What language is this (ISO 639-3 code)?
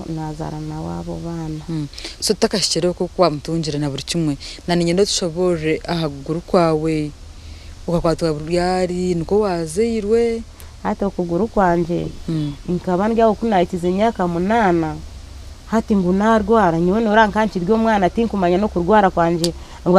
nyn